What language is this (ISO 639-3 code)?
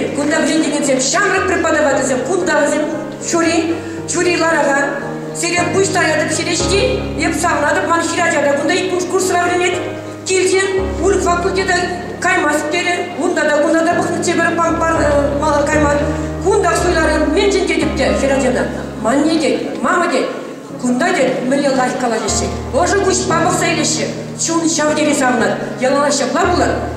chv